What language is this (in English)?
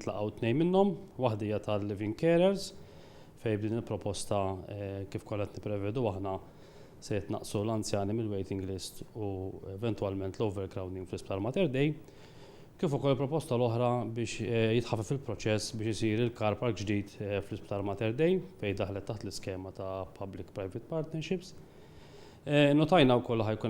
Maltese